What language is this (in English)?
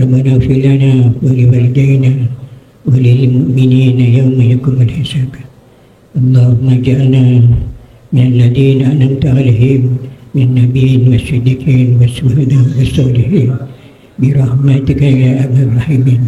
Madurese